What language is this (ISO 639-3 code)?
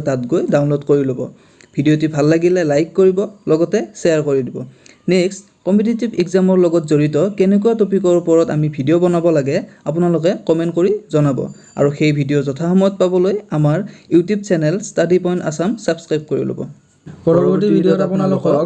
asm